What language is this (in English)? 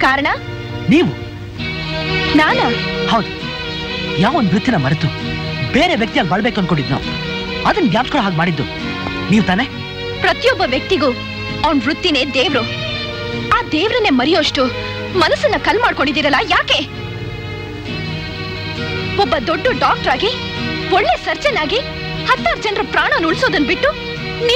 Kannada